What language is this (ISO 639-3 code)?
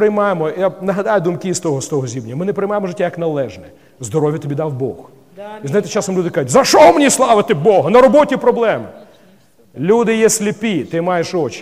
ukr